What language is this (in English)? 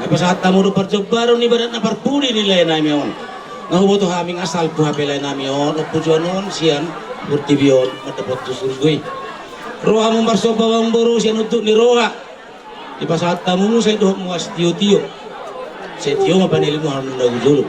Batak Toba